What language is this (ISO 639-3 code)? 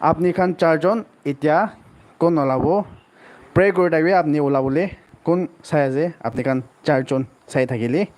nag